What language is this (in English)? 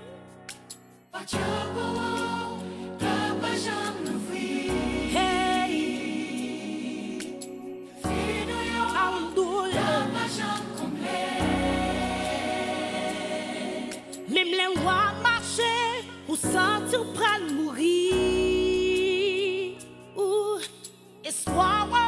Haitian Creole